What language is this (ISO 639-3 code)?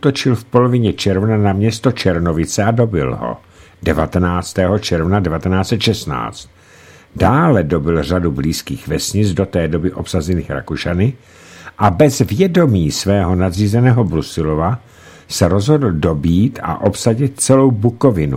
ces